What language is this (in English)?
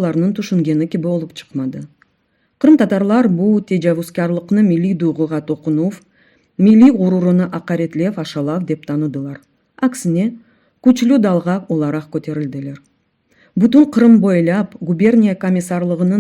Crimean Tatar